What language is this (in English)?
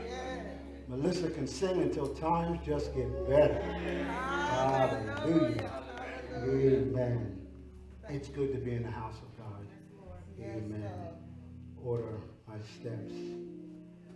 English